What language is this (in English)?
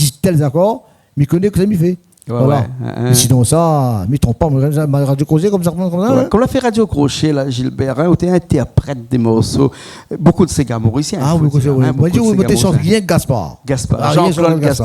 Réunion Creole French